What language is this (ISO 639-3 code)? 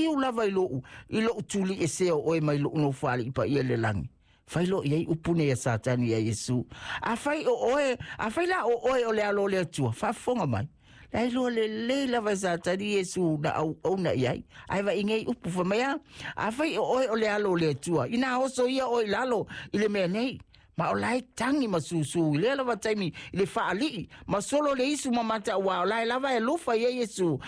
smo